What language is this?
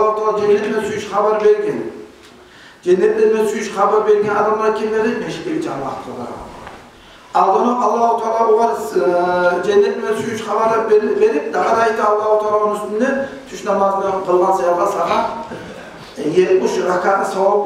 Kumyk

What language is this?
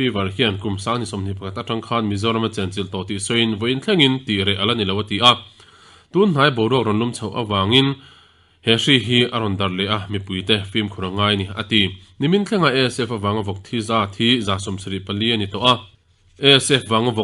Mizo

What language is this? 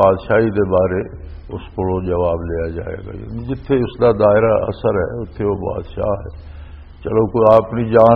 Western Panjabi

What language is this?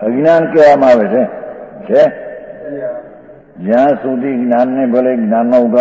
Gujarati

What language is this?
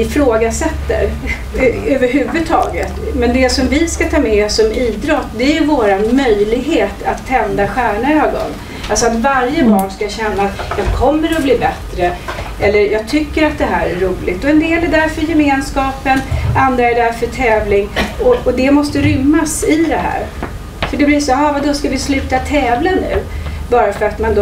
Swedish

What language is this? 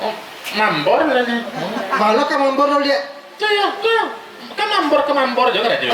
Minangkabau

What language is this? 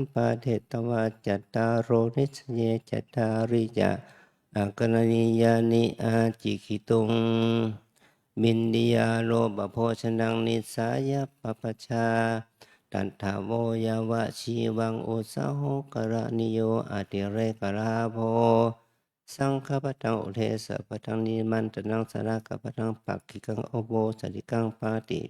Pali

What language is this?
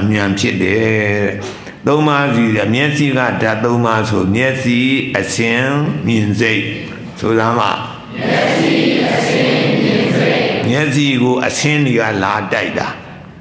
Burmese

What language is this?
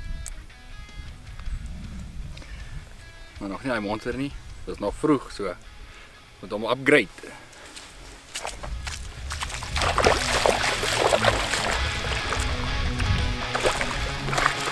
Afrikaans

